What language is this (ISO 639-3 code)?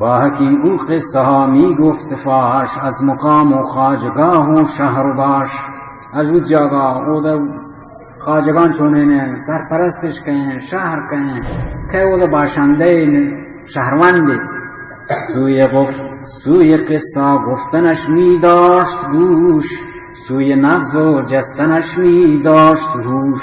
bal